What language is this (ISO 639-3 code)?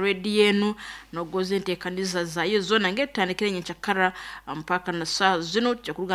nyn